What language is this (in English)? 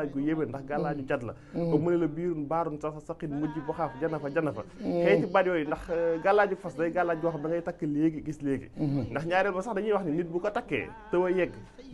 Wolof